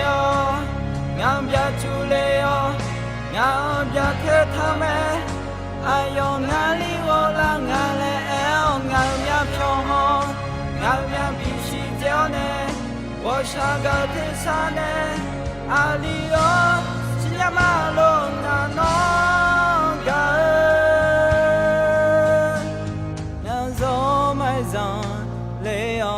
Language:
Akha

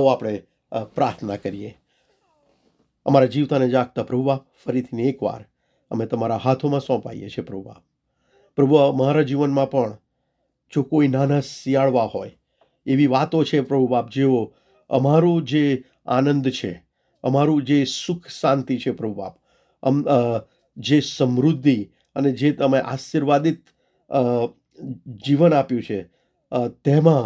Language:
Gujarati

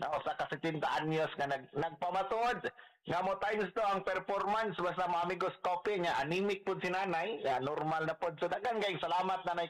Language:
Cebuano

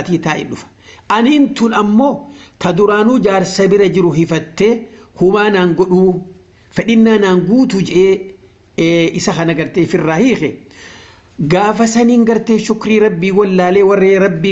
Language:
Oromo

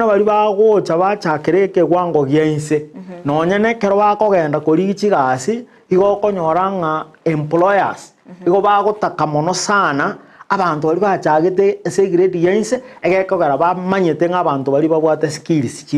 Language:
Gusii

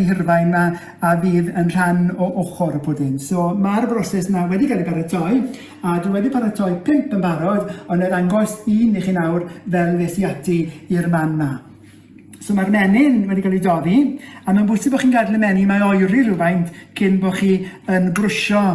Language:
Welsh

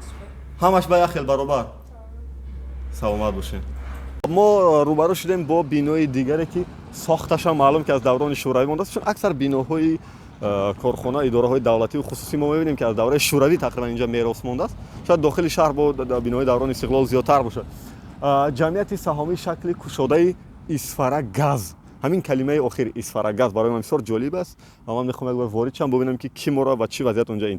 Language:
Tajik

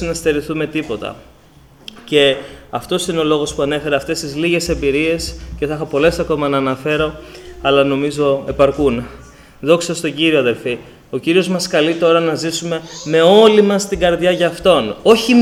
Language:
Greek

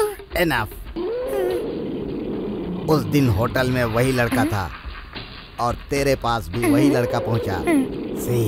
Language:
Hindi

